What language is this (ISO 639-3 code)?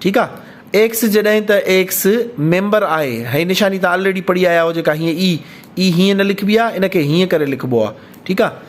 snd